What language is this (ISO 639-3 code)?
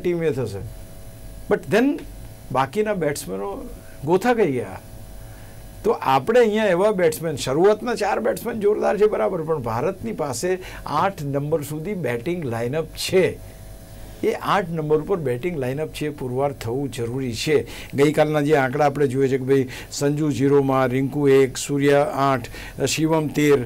guj